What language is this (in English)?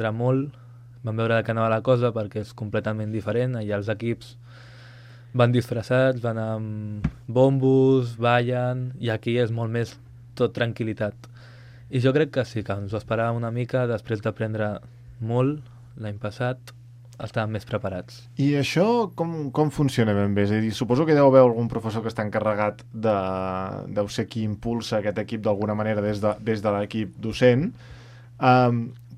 Catalan